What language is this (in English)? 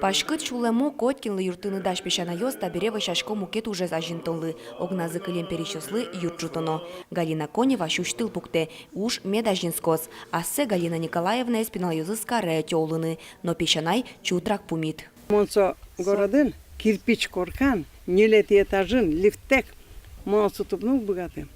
Udmurt